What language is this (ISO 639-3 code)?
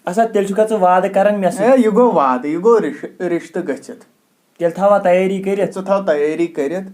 kas